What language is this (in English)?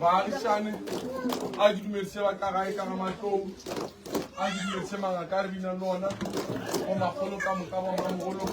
Northern Sotho